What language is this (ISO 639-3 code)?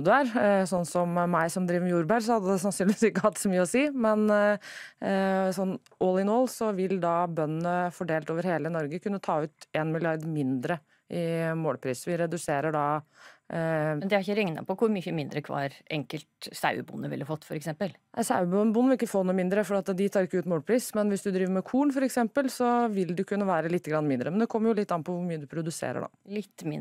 nor